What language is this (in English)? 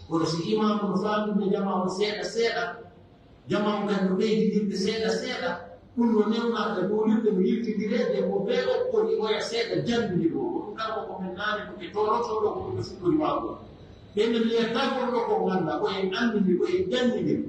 Pular